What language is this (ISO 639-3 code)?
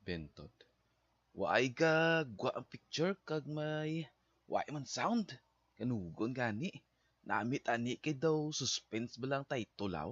hil